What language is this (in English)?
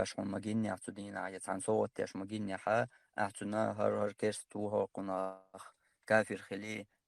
Chechen